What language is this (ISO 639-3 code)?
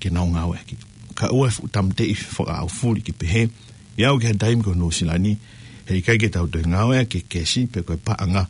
ton